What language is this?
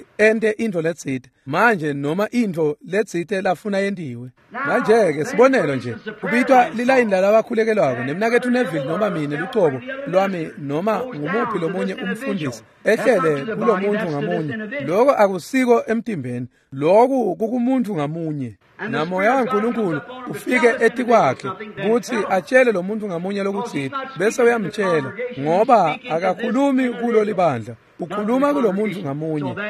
Swati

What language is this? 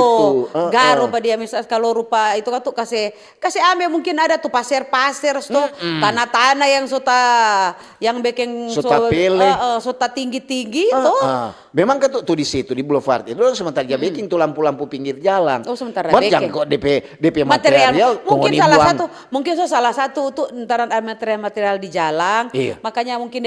Manado Malay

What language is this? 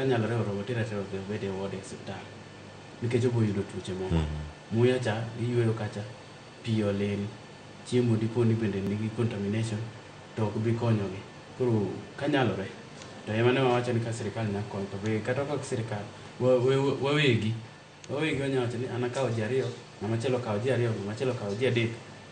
Luo (Kenya and Tanzania)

